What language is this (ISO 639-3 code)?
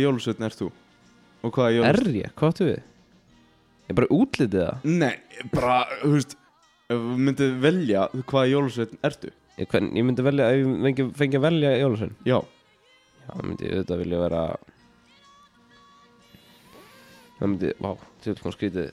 isl